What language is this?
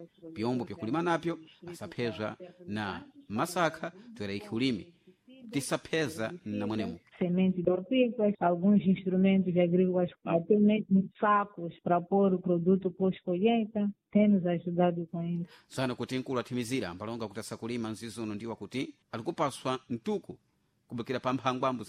Sena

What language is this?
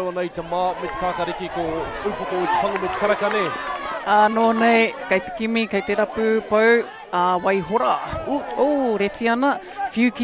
Māori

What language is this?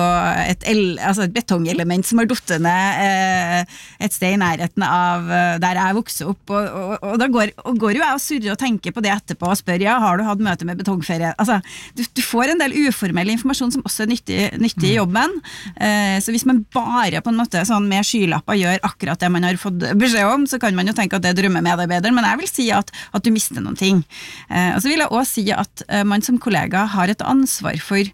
Norwegian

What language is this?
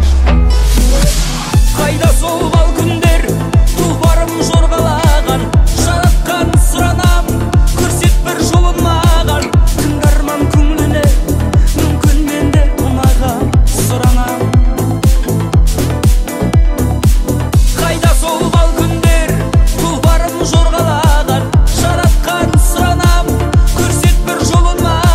Kazakh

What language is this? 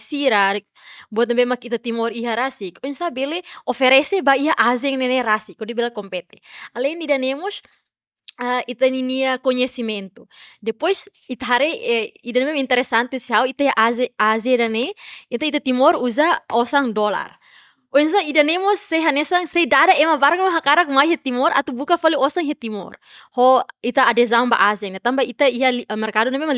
Tetum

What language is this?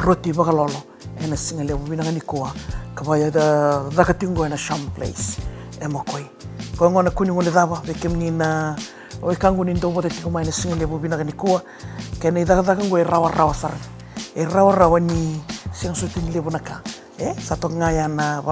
Fijian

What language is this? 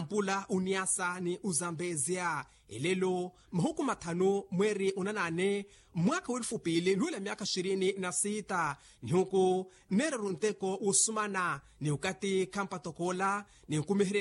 Makhuwa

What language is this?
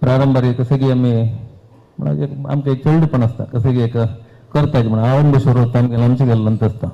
Konkani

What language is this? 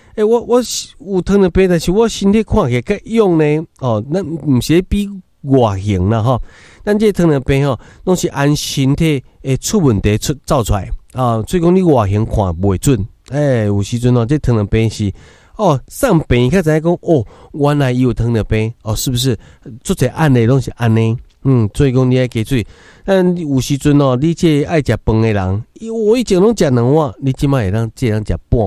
Min Nan Chinese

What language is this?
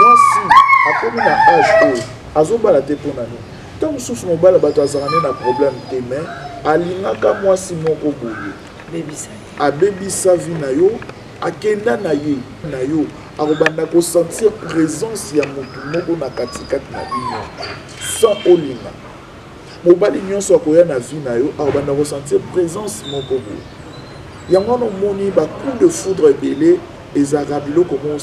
Lingala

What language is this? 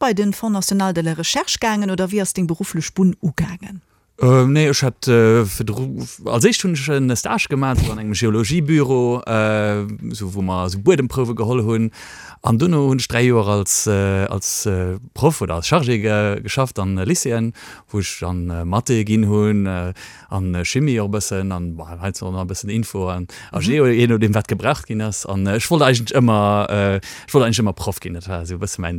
Luxembourgish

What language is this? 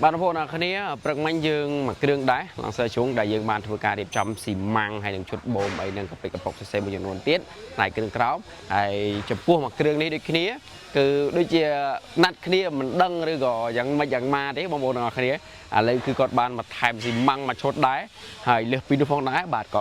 Khmer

